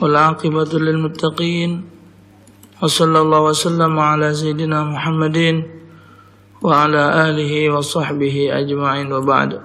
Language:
Musi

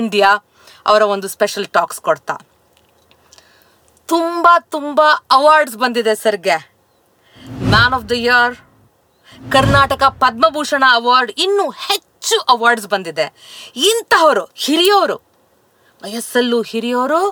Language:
Kannada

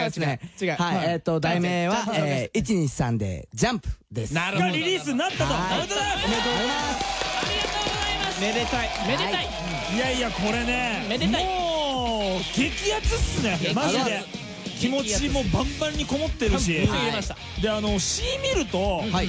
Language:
Japanese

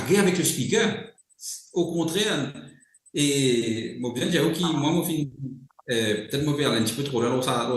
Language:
Morisyen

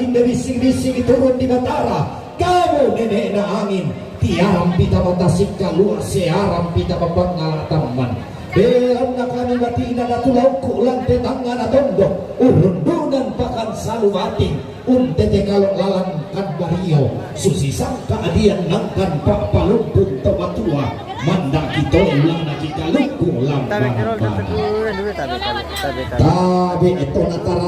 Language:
Toraja-Sa'dan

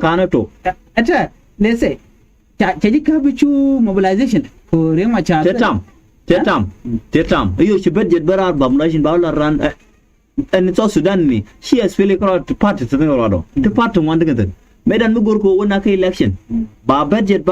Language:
Nuer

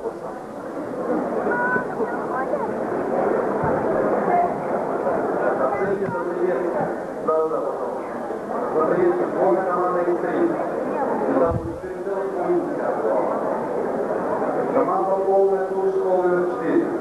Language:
Russian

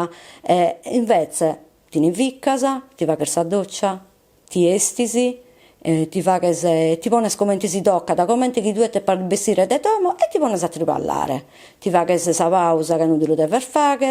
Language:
Sardinian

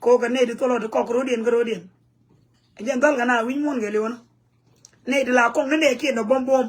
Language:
Nuer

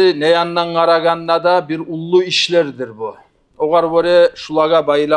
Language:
Kumyk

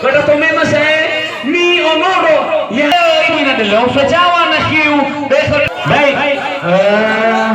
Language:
Nias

